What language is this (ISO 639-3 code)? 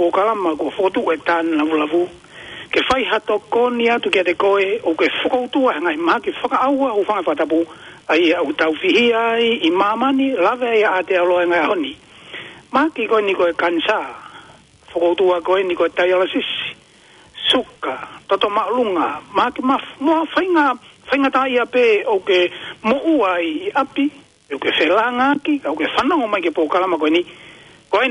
ton